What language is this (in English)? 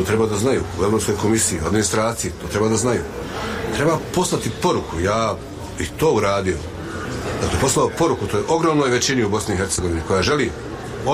Bosnian